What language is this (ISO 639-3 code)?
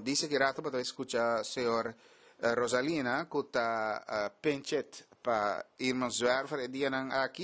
pap